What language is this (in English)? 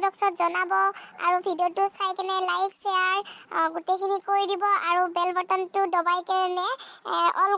Assamese